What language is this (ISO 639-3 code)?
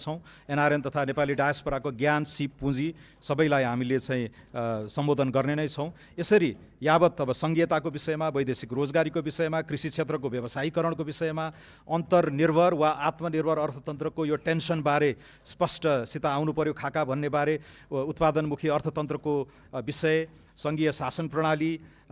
nep